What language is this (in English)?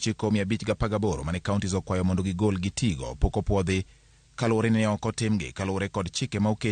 Luo (Kenya and Tanzania)